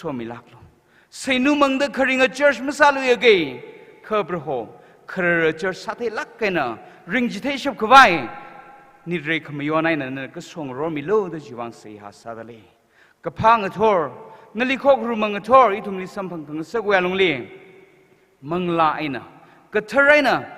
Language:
Tangkhul Naga (India)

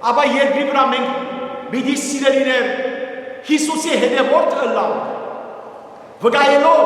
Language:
Western Armenian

